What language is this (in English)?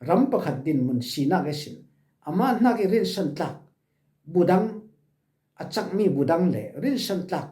Falam Chin